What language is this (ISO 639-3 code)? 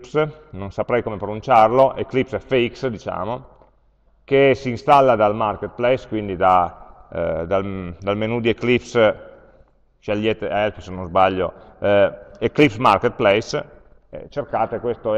ita